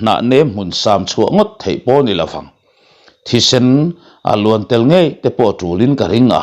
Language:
Mizo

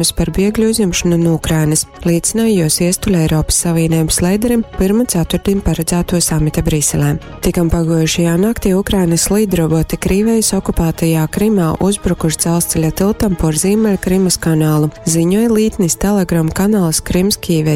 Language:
Latgalian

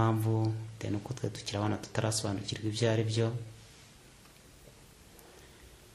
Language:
Kinyarwanda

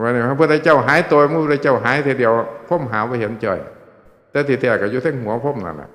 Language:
Northeastern Thai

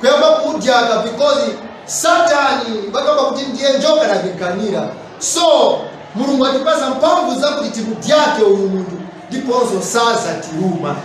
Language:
Nyanja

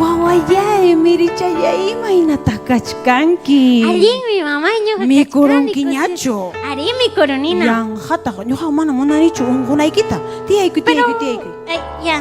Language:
Ayacucho Quechua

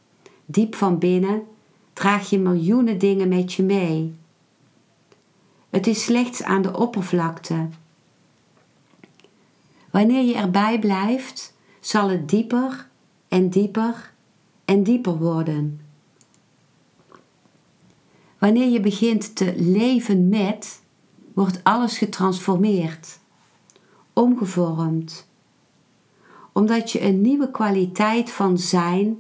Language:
Dutch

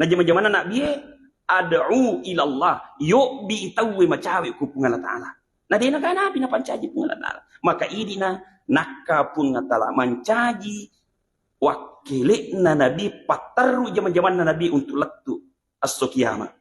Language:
Buginese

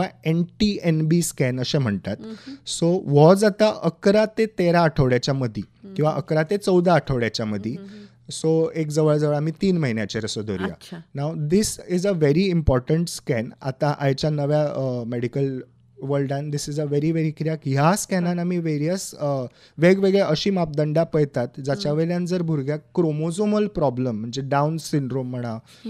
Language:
Konkani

